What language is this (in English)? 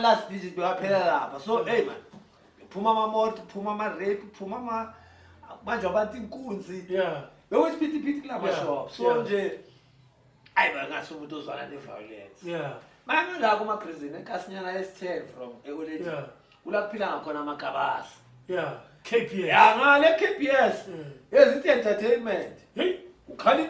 Zulu